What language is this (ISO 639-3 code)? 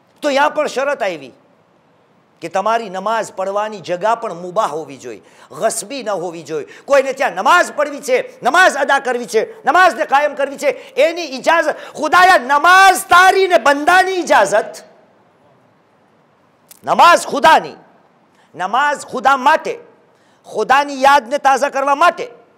guj